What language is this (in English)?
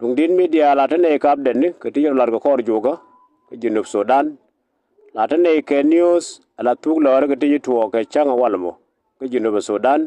Nuer